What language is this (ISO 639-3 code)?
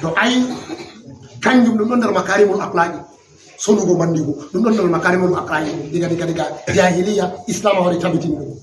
ful